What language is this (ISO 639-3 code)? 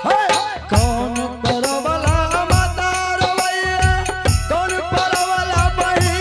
anp